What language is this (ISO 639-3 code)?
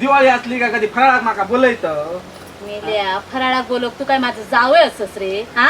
kok